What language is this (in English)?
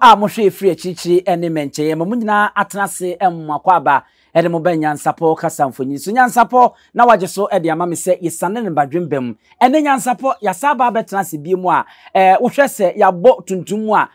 Akan